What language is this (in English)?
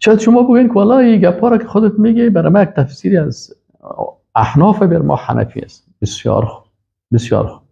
Persian